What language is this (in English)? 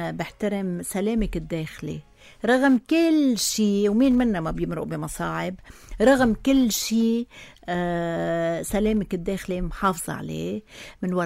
North Levantine Arabic